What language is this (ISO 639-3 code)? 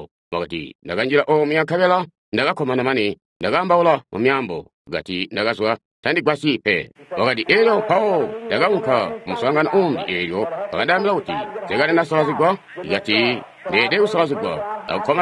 toi